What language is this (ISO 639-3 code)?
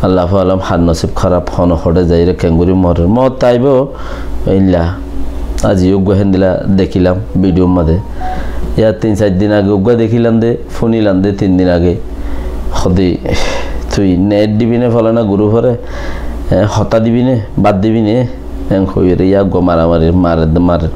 rhg